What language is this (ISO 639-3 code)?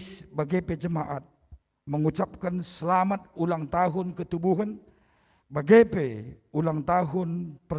btx